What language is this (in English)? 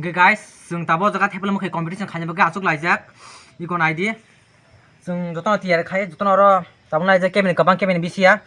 Kok Borok